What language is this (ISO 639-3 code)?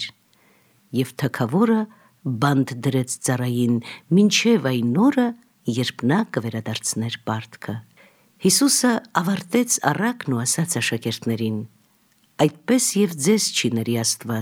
hye